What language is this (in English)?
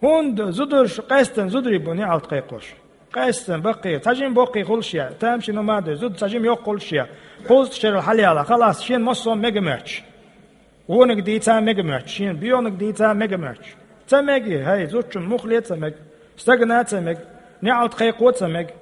Chechen